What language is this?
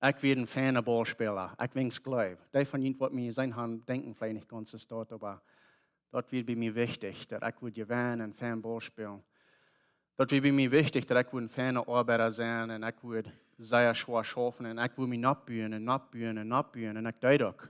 Plautdietsch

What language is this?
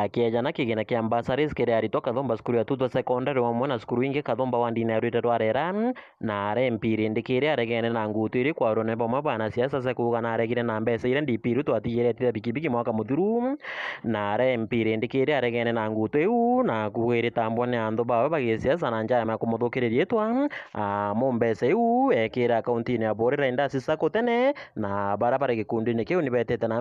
Meru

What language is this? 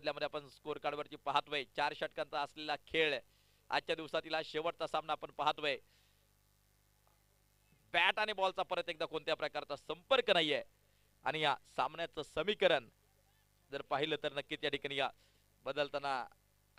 Marathi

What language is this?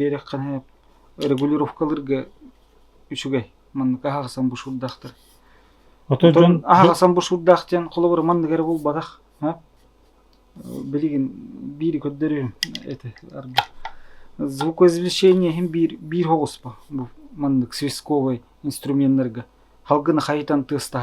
Yakut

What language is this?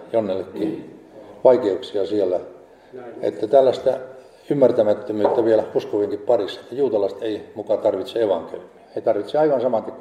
Finnish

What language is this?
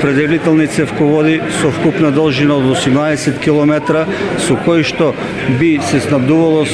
Macedonian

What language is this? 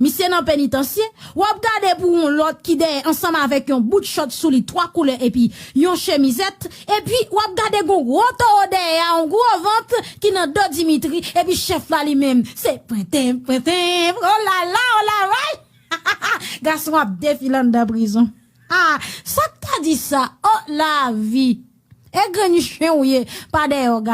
Haitian Creole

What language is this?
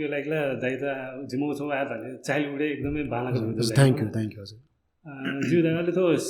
Newari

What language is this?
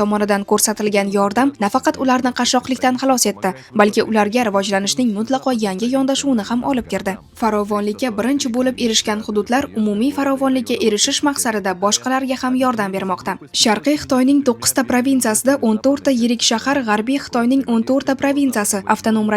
Uzbek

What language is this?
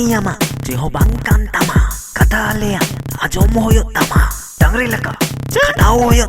Santali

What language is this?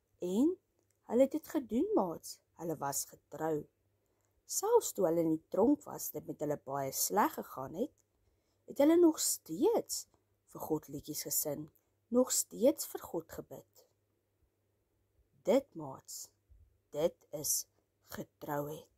Afrikaans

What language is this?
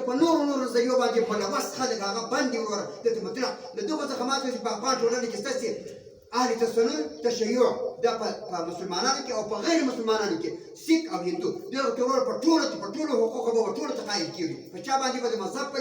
Pashto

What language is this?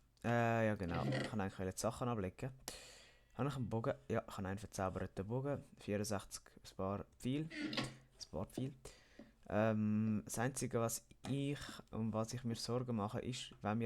Swiss German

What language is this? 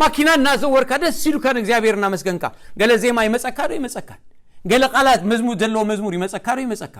Tigrinya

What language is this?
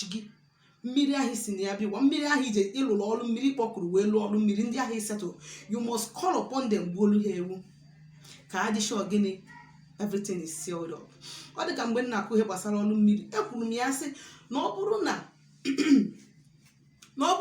Igbo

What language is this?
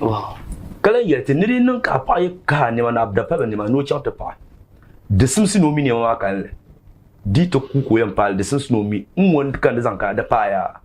Dagbani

